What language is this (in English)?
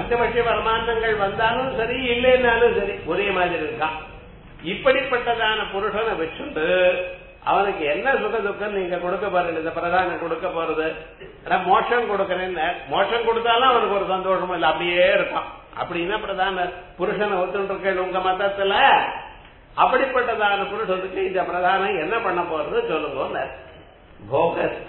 Tamil